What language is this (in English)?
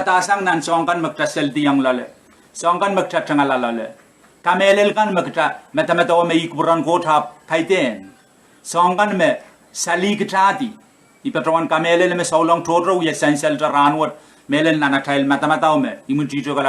Pohnpeian